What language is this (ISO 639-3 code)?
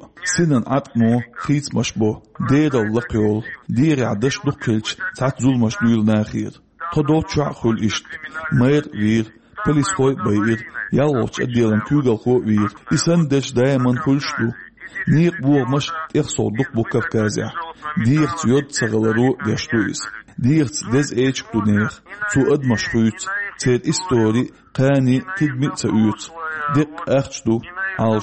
che